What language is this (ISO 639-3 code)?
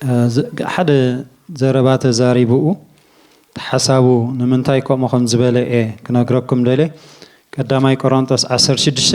tir